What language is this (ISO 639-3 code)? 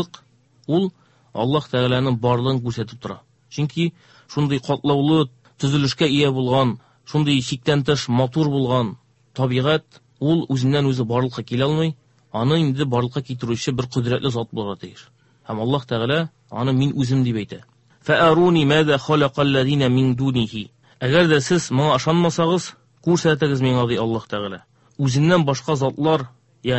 tat